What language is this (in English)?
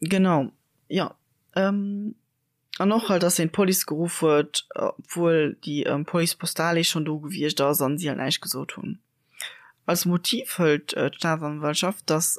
Luxembourgish